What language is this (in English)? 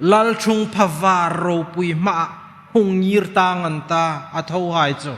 Hmar